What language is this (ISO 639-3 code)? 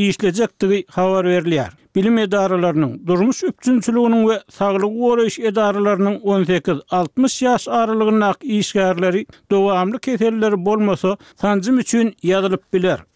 tuk